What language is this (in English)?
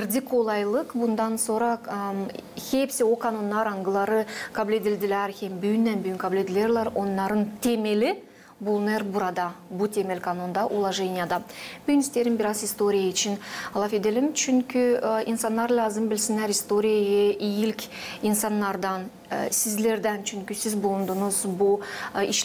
Gagauz